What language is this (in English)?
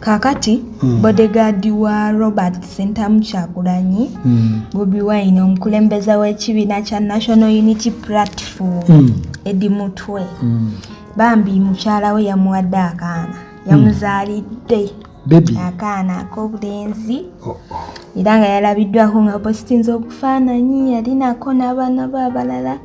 Ganda